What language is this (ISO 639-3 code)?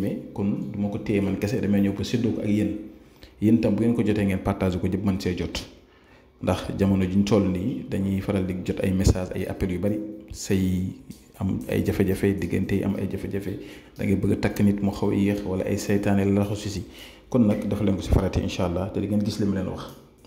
wol